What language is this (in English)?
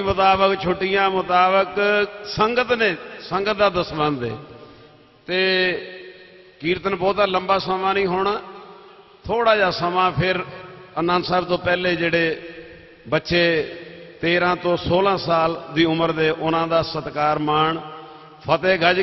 Punjabi